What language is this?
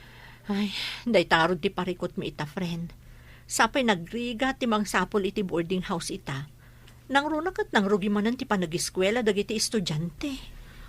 Iloko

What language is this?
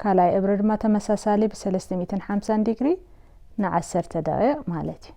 Tigrinya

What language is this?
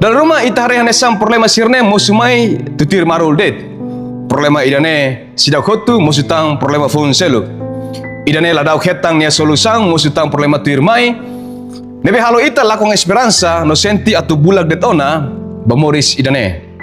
Tetum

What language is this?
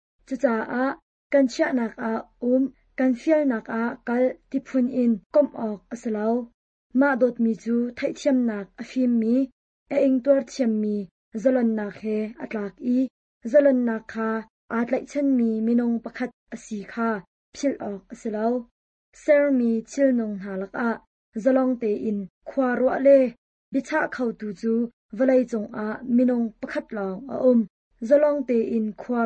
Hakha Chin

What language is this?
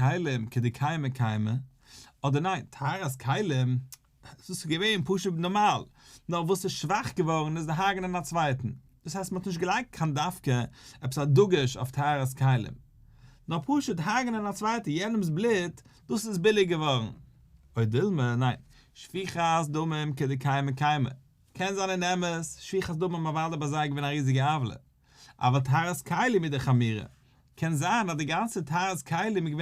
Yiddish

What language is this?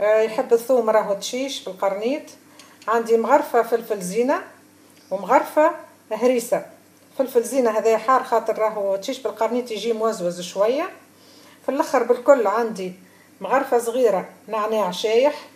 Tunisian Arabic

